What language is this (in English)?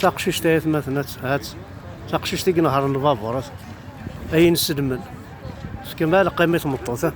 Kabyle